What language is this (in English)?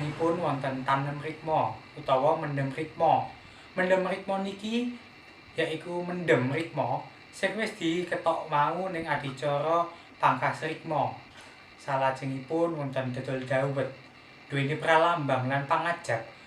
Javanese